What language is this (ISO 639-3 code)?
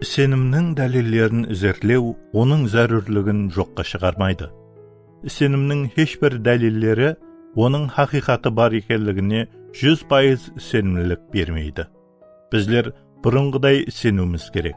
kaa